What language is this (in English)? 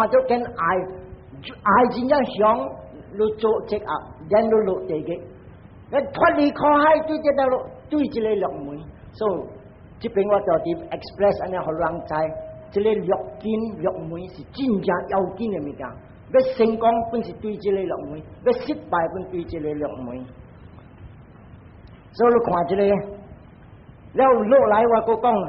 Min Nan Chinese